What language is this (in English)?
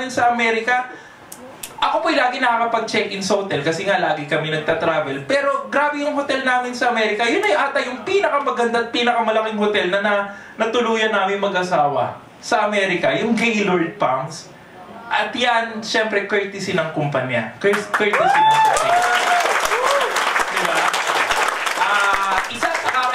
Filipino